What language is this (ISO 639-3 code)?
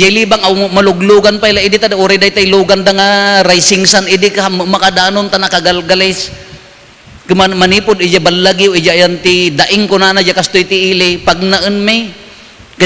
ilo